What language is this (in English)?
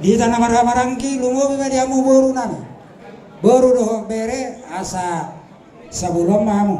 Batak Toba